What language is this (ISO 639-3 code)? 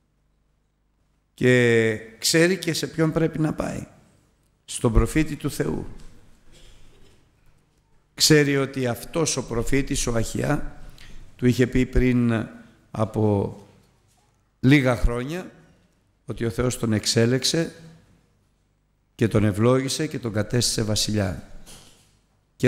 ell